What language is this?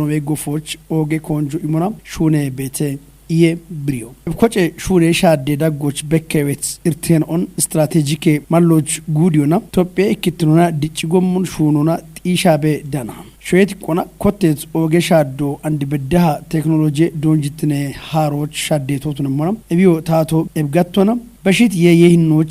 Kafa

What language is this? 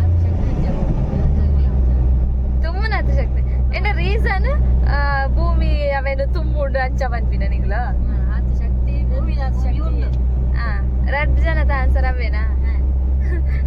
Tulu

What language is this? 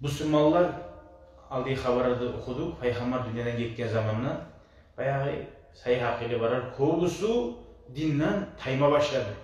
Kumyk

